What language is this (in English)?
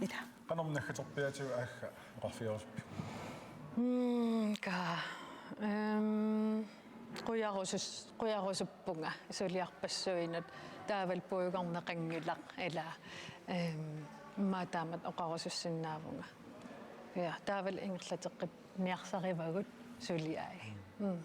Kalaallisut